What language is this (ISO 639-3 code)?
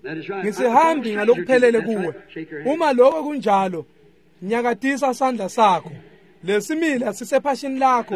ssw